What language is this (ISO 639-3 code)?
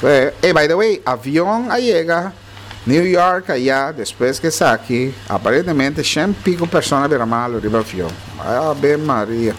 pap